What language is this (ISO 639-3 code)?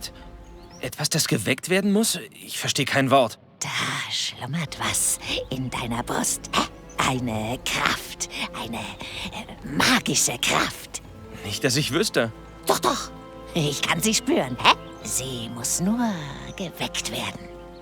bar